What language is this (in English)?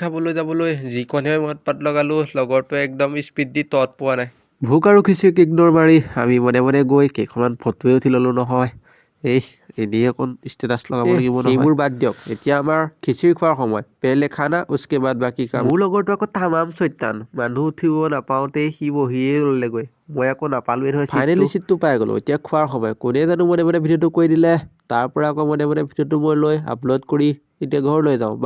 Assamese